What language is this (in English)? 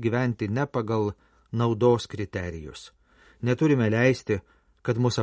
Lithuanian